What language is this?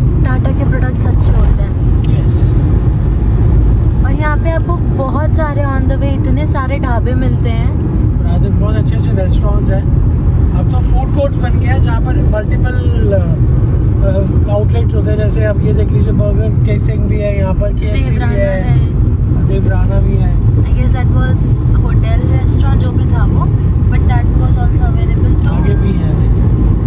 Hindi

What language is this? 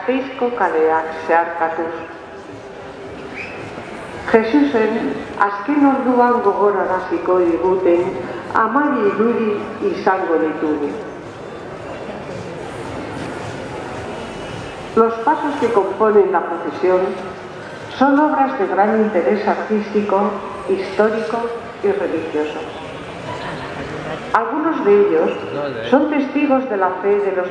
Basque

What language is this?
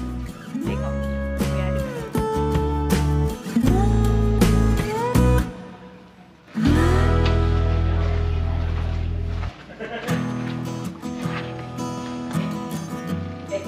Malay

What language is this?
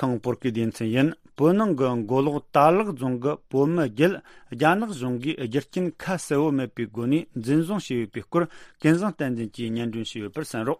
Tibetan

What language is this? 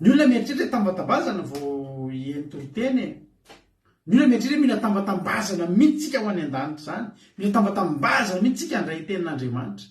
Malagasy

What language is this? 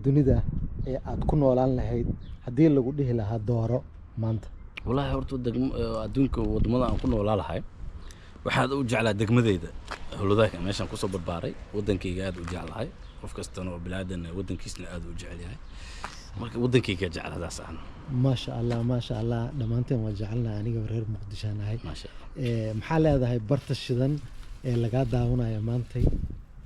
Somali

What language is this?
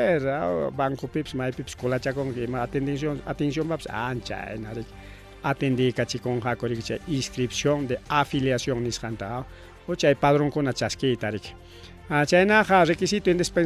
Ayacucho Quechua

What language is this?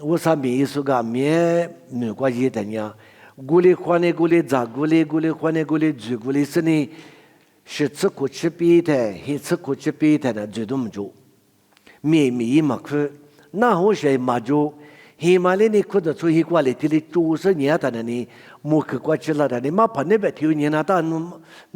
Lisu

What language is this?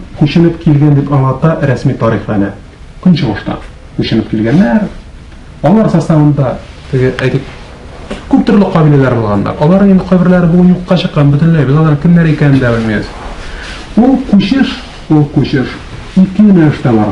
Tatar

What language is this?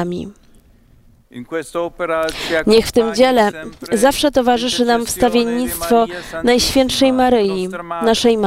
Polish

